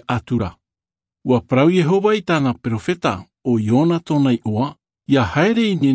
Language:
Tahitian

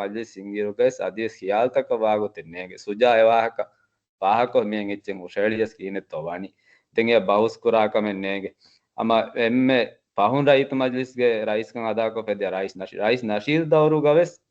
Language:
Divehi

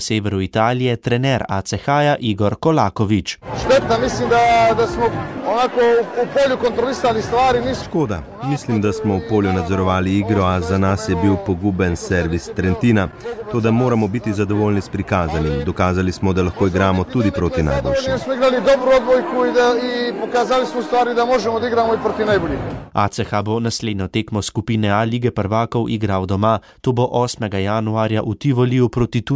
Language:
Slovenian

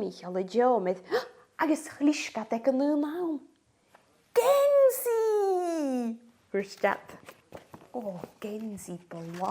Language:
Scottish Gaelic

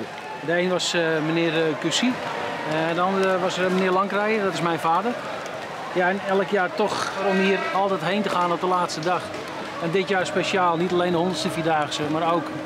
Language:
Dutch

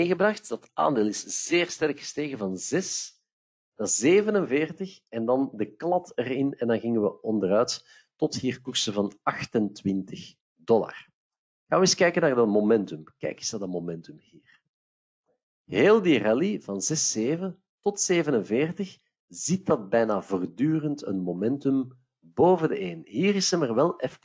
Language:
Dutch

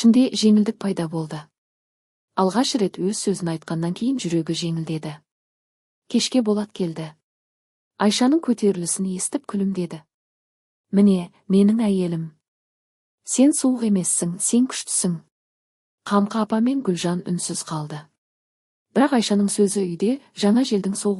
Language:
Kazakh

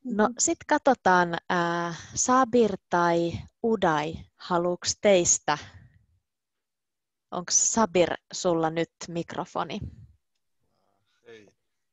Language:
Finnish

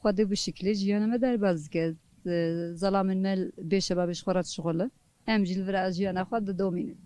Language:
Kurdish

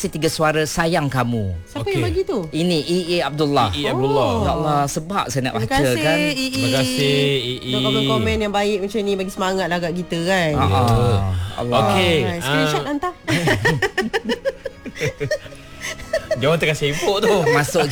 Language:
Malay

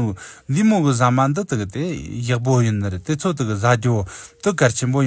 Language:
Tibetan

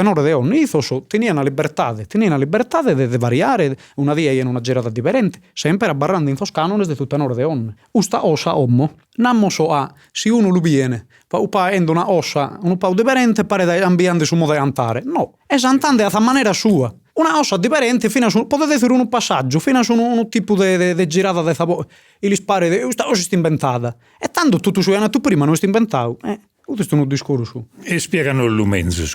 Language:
Sardinian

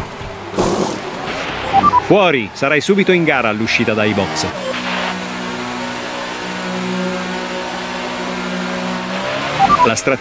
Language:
Italian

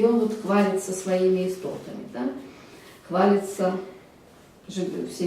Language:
Belarusian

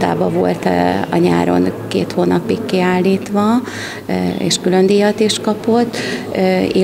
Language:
Hungarian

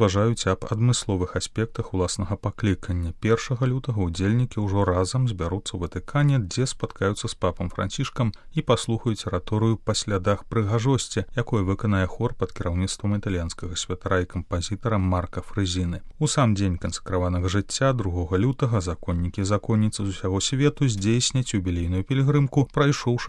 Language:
Belarusian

